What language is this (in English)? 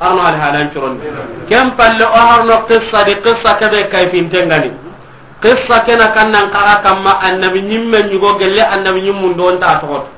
Soninke